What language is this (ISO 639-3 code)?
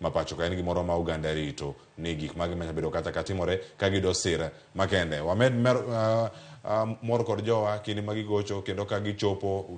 luo